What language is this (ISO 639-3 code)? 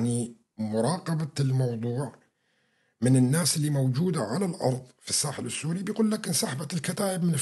apc